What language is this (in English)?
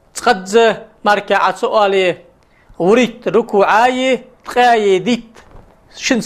Ingush